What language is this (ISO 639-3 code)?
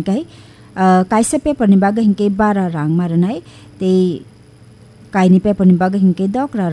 trp